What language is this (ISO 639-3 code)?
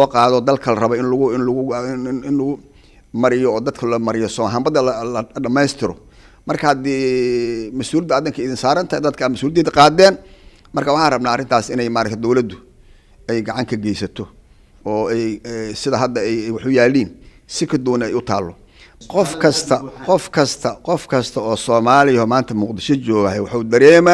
som